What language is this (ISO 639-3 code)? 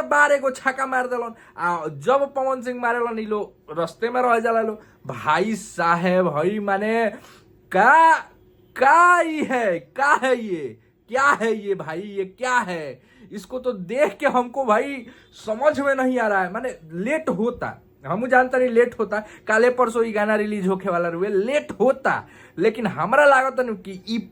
bho